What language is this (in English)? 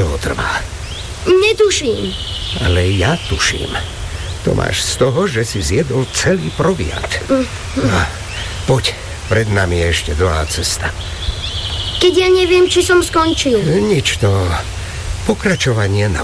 Slovak